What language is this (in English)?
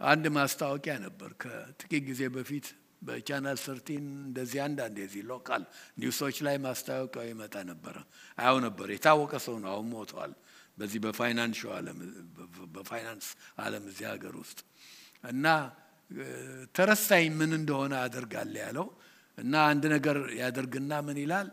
Amharic